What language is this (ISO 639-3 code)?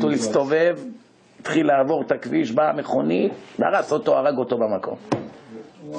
heb